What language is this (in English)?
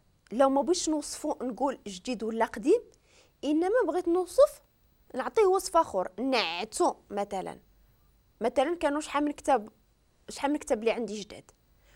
Moroccan Arabic